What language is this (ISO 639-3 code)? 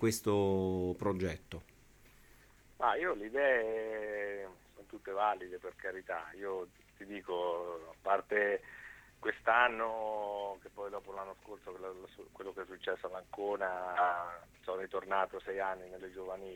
ita